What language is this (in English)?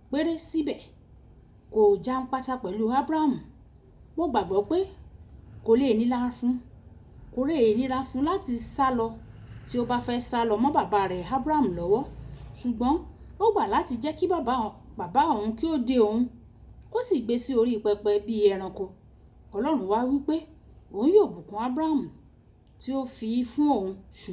Yoruba